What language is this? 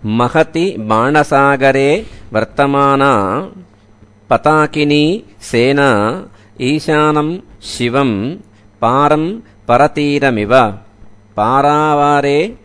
Sanskrit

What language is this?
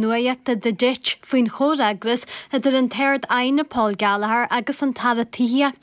Irish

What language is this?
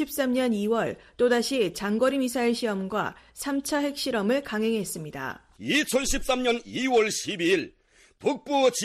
Korean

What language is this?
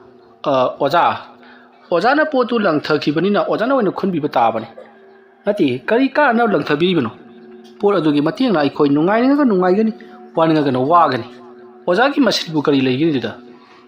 Manipuri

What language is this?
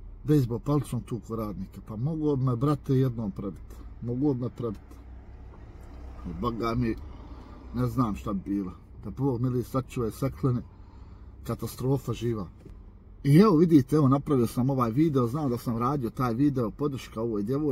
Bosnian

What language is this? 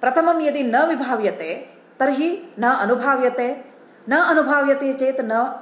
Sanskrit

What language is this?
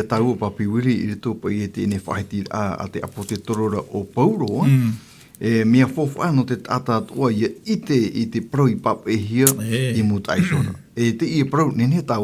Tahitian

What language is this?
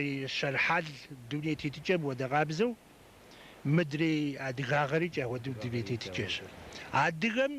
Kabardian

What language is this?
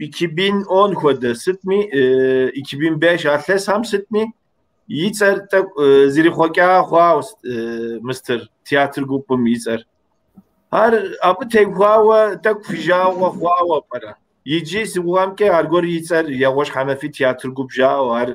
Kabardian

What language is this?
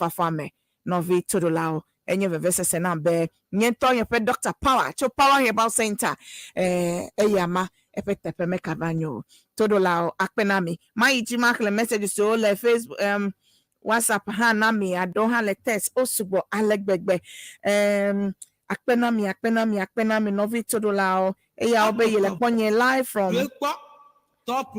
Ewe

